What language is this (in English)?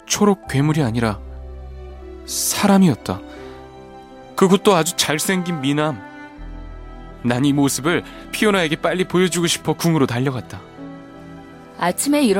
Korean